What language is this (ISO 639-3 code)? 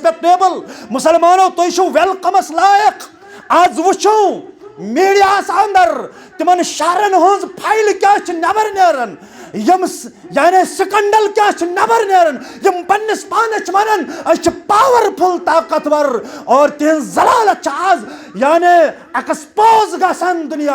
kas